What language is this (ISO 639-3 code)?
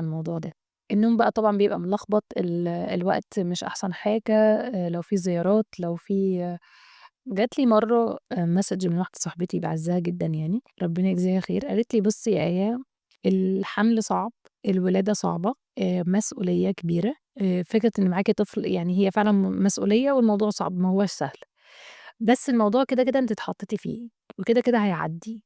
arz